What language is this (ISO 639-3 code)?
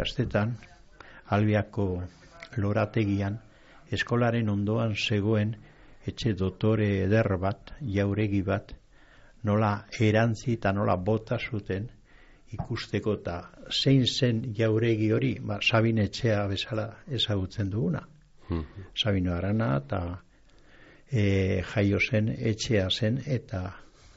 eus